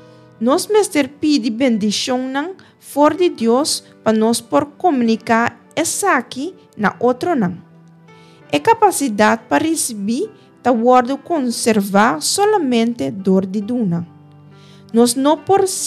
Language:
Papiamento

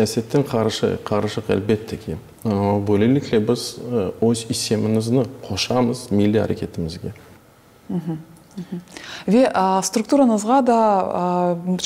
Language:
Crimean Tatar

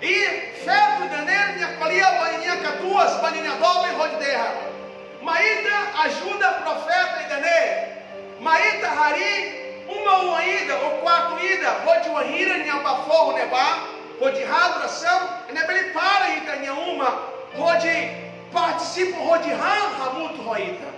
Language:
Tetum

